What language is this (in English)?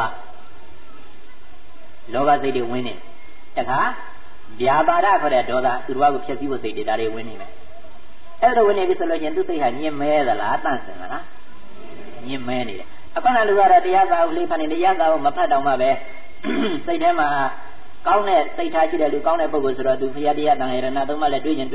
Burmese